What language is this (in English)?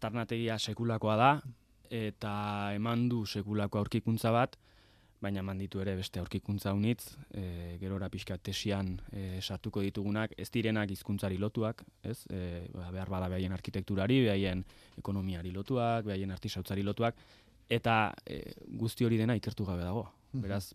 Basque